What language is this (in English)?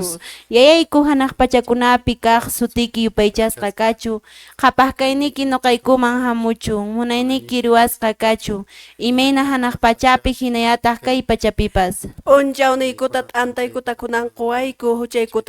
Quechua